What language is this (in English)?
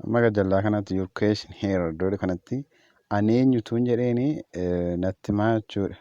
Oromo